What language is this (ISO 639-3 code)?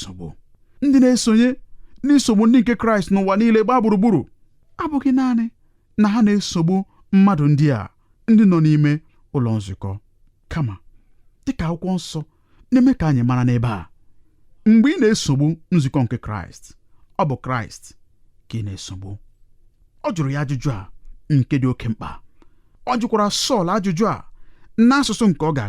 ibo